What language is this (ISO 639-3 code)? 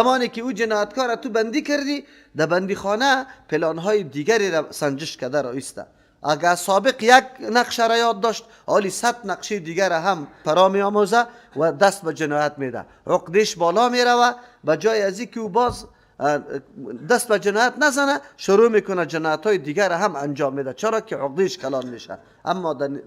fas